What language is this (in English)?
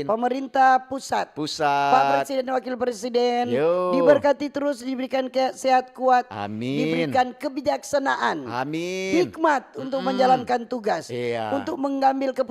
Manado Malay